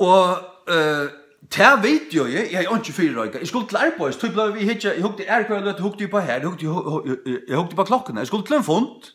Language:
Faroese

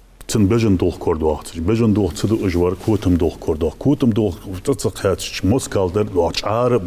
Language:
Ingush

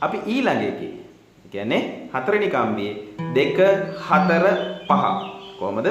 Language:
Sinhala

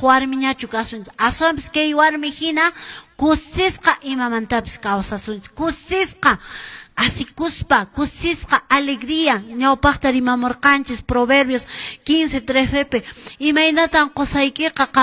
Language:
Quechua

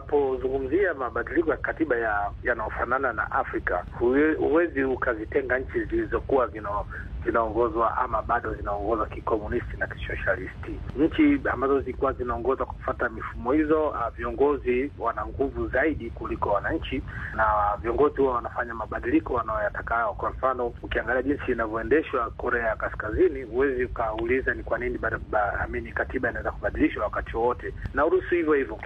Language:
Swahili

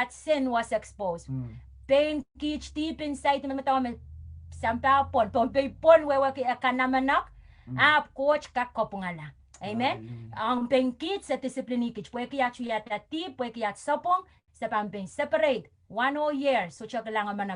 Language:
Pohnpeian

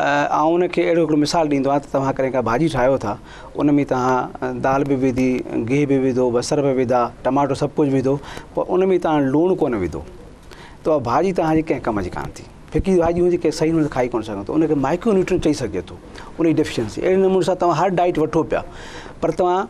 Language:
Sindhi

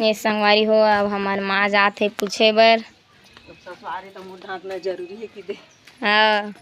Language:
Chhattisgarhi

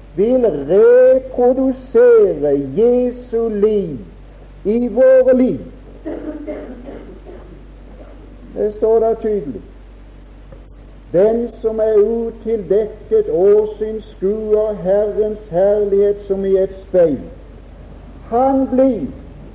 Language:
Norwegian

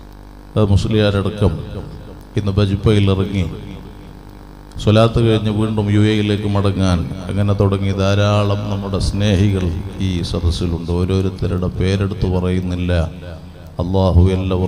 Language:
Malayalam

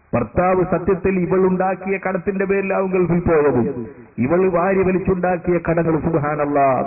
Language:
Malayalam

